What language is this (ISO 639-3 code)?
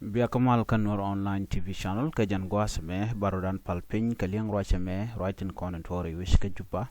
nus